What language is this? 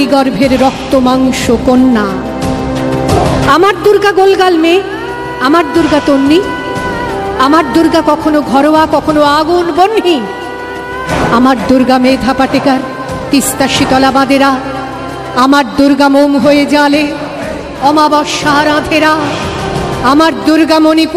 Bangla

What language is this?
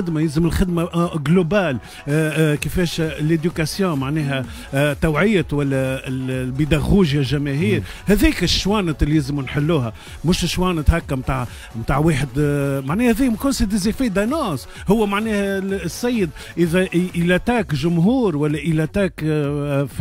Tunisian Arabic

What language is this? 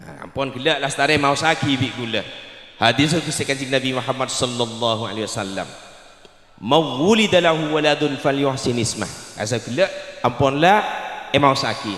Madurese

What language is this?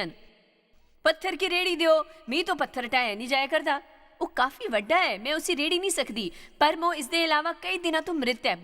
Dogri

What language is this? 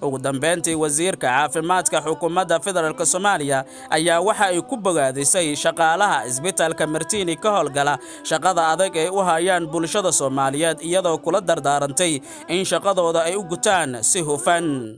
Somali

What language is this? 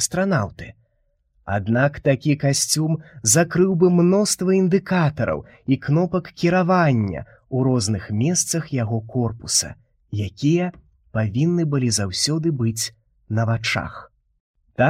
Belarusian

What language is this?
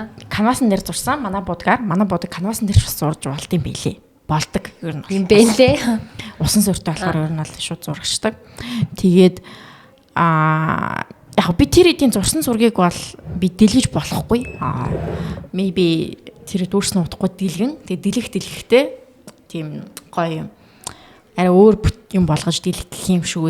Mongolian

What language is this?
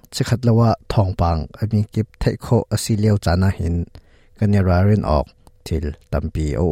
Hakha Chin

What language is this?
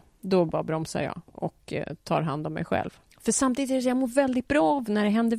Swedish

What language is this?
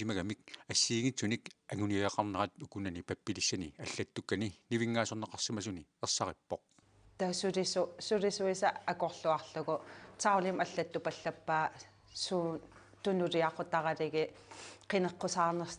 Kalaallisut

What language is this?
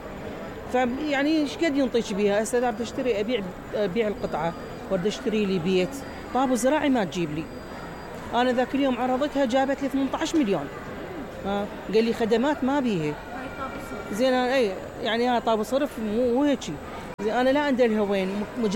Mesopotamian Arabic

